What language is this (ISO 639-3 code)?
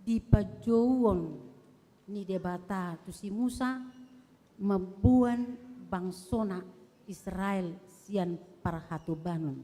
bbc